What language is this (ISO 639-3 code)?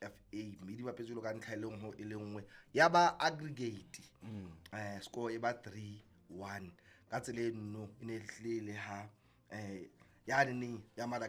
sot